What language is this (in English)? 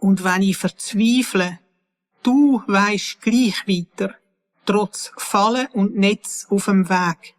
Swiss German